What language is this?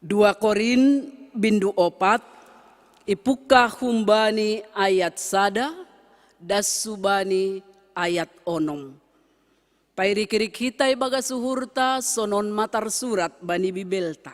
Batak Simalungun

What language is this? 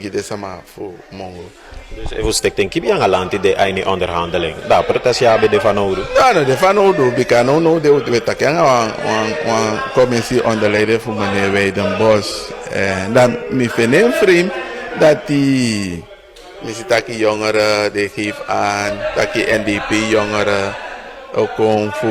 Sranan Tongo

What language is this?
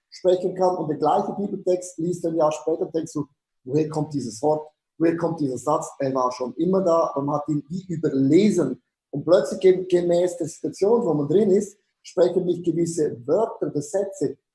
Swiss German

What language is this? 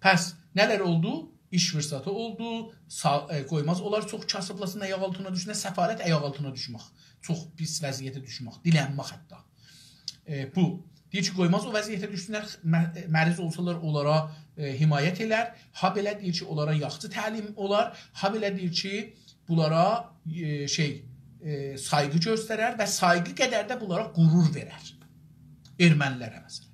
South Azerbaijani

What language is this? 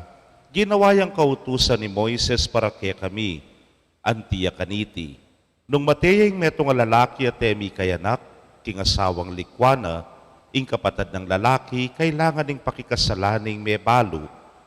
Pampanga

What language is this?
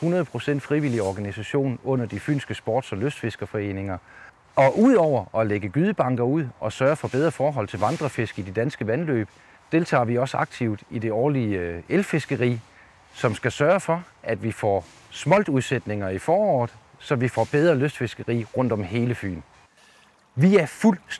Danish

